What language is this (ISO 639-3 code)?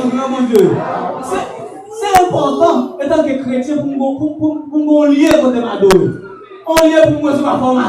hat